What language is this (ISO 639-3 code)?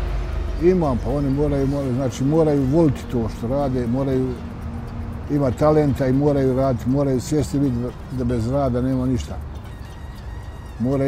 bos